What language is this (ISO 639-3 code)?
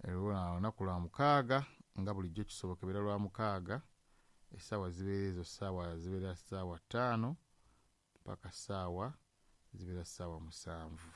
lug